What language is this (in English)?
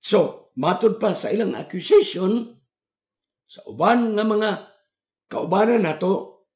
Cebuano